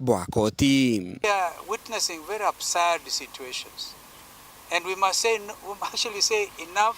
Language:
Meru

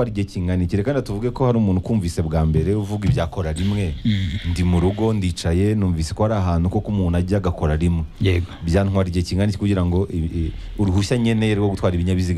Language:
Kinyarwanda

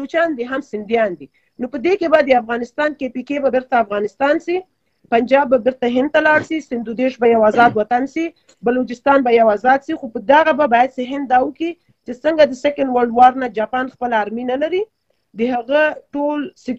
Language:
Pashto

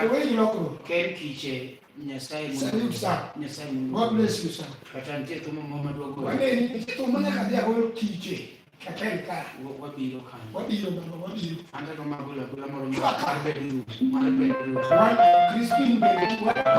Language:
Luo (Kenya and Tanzania)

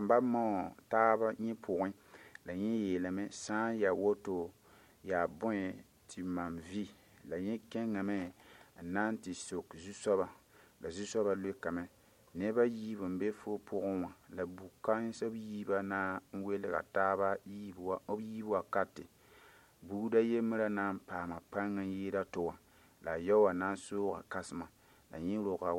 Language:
Mossi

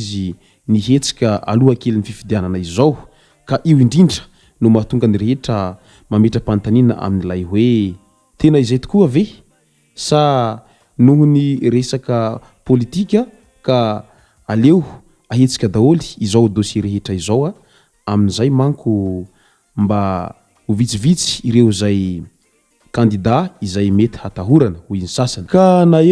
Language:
Malagasy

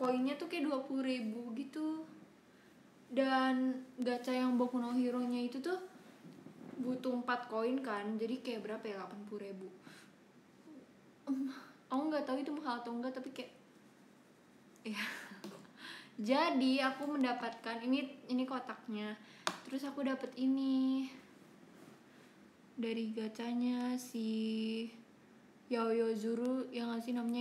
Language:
Indonesian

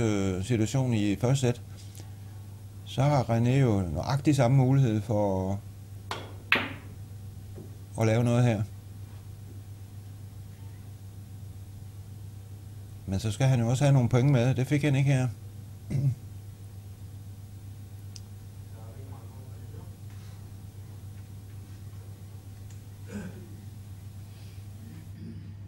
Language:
Danish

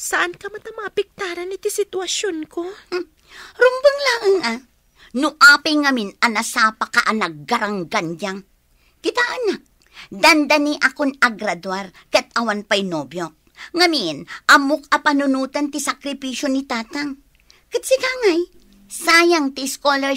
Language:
Iloko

